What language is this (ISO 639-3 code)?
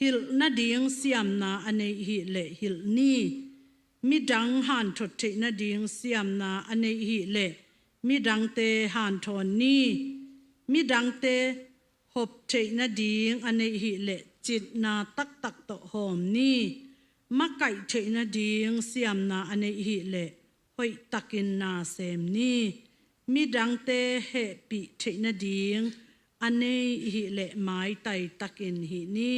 ctd